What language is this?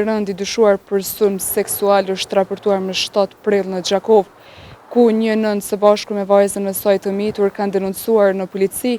Albanian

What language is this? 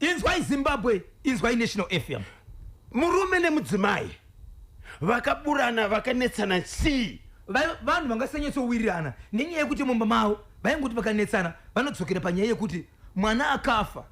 Shona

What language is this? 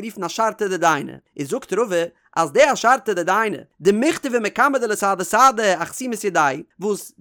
Yiddish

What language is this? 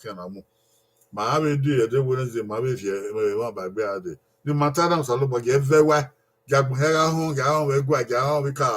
Bini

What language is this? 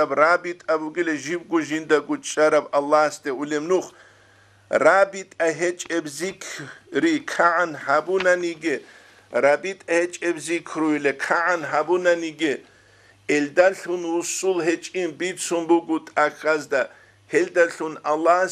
Avaric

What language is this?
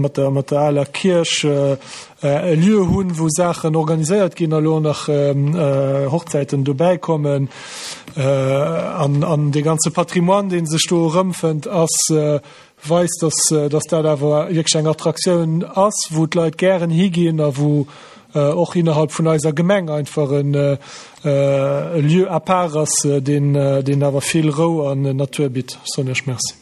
Luxembourgish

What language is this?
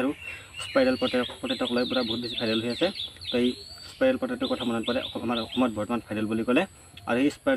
Assamese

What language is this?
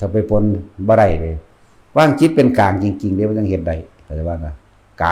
Northeastern Thai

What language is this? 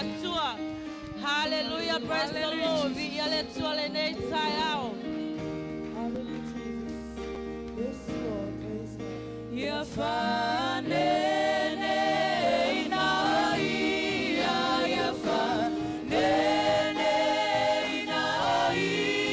Samoan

